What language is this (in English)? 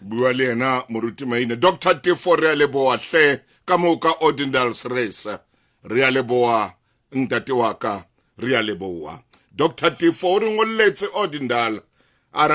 Southern Sotho